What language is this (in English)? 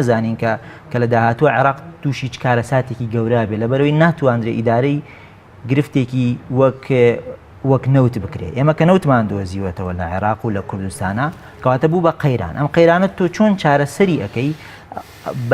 Central Kurdish